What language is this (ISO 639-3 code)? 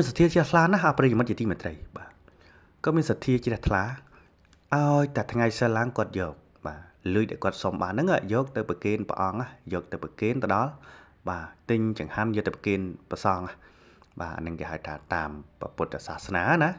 khm